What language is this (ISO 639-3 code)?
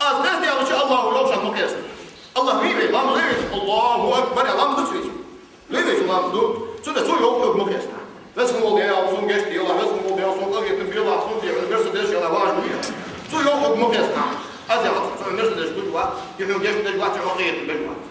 inh